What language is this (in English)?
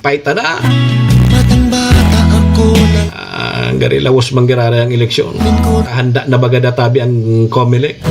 Bikol